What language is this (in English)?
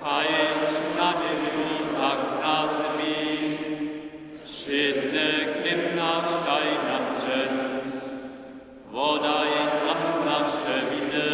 Upper Sorbian